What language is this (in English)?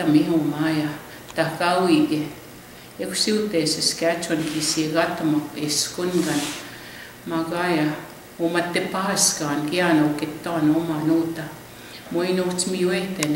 Plains Cree